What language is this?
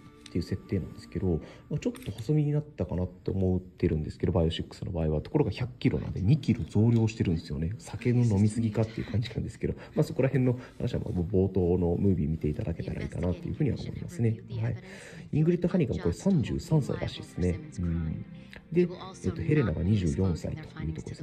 Japanese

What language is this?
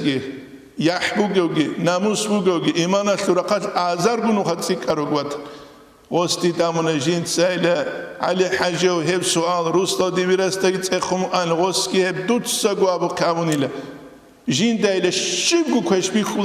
Avaric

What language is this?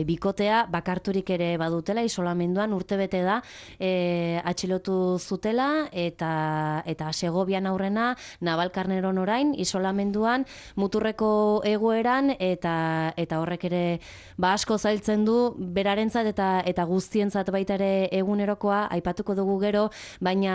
Basque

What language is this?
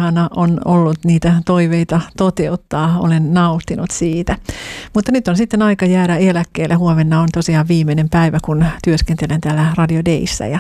Finnish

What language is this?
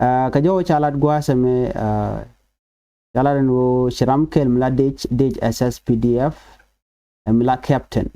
Nuer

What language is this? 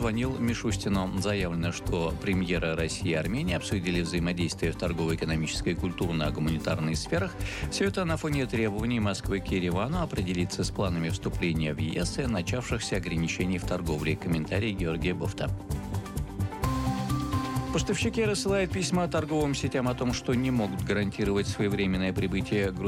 Russian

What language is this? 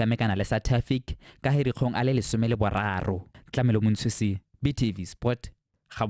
Tswana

